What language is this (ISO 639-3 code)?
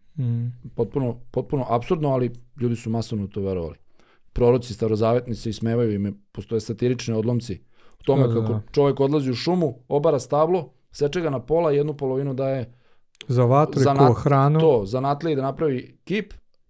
srp